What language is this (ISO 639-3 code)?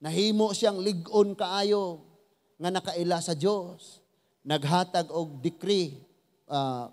ceb